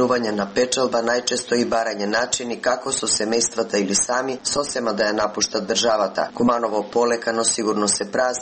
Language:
Macedonian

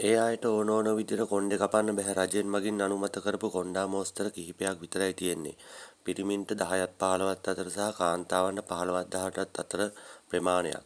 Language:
Sinhala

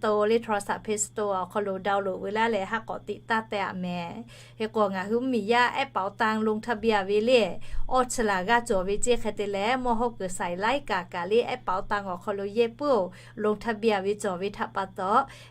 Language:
Lahu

